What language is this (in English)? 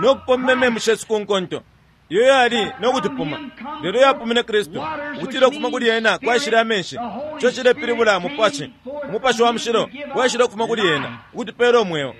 Bemba